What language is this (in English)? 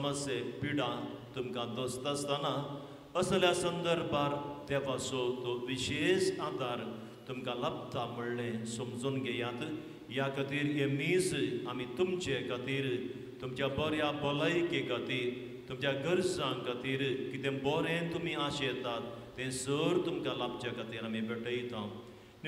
Konkani